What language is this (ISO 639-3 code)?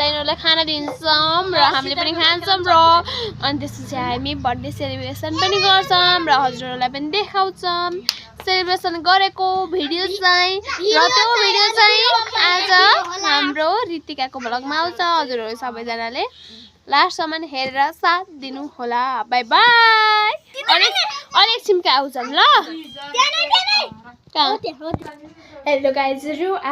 nep